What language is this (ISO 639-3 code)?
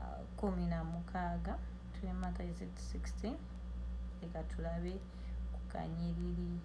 lug